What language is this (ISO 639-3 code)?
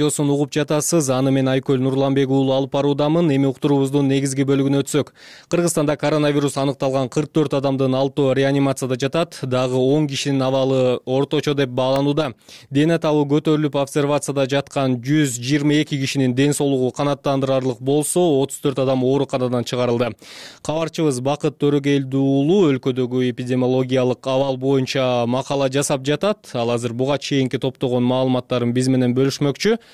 kir